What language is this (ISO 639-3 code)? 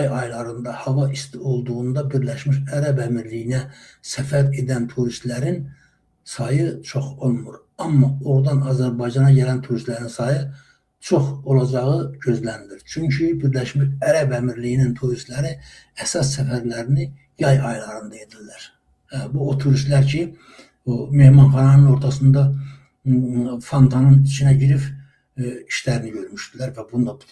aze